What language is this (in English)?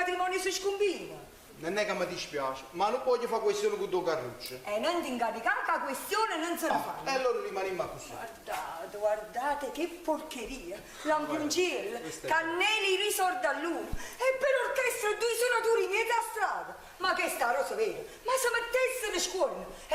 Neapolitan